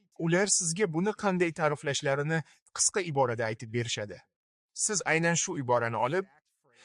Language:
Uzbek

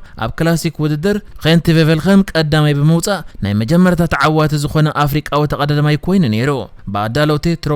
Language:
Tigrinya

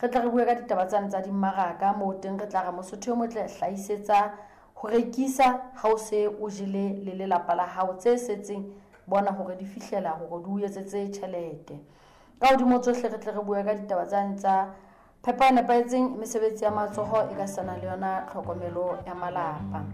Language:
Southern Sotho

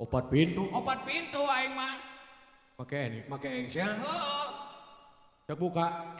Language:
Sundanese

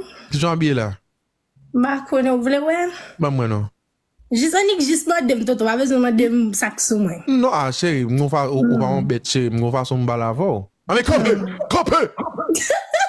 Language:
Haitian Creole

